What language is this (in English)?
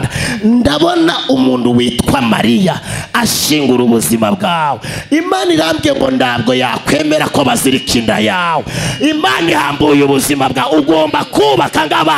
Kinyarwanda